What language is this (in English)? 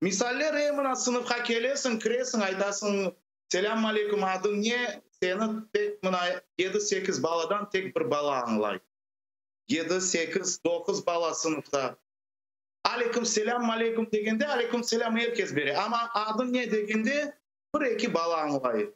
Crimean Tatar